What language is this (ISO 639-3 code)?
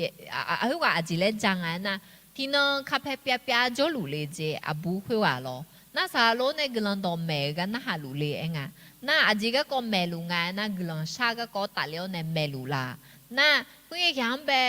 ahk